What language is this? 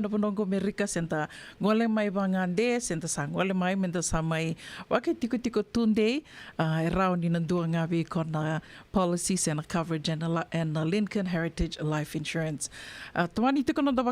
Fijian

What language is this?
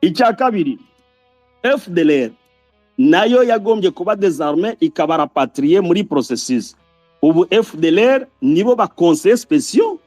Kinyarwanda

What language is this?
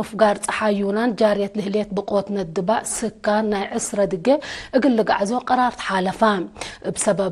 Tigre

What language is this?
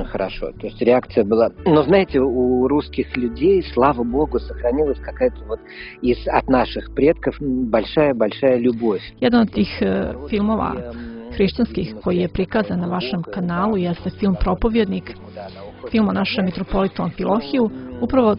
Serbian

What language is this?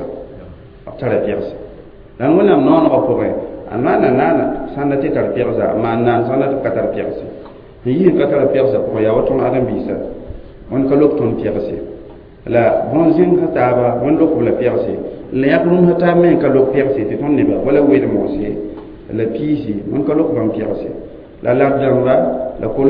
Mossi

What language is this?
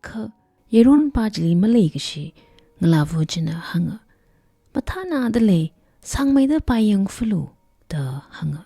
Tangkhul Naga (India)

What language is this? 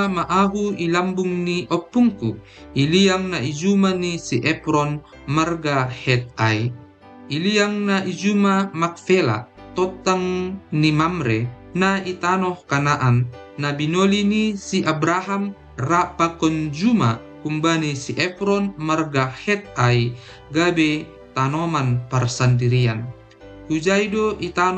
Batak Simalungun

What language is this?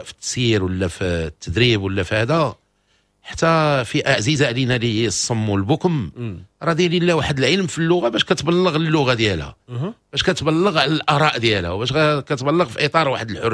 Moroccan Arabic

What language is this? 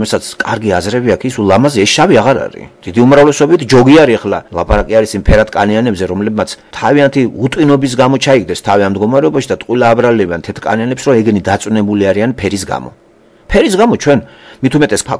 Georgian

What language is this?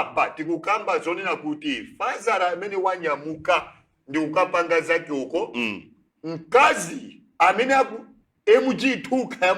Nyanja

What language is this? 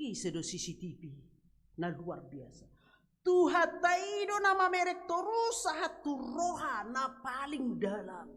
Batak Toba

